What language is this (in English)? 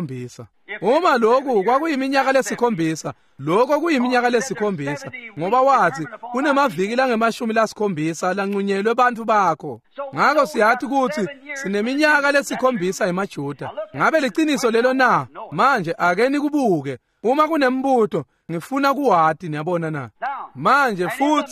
Swati